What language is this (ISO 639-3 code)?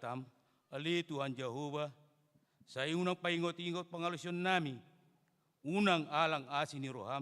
bbc